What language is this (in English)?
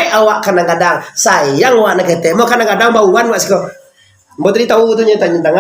Minangkabau